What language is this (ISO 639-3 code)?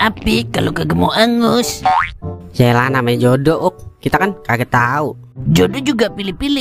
bew